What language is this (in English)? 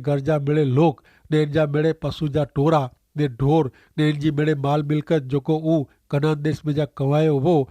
Kachhi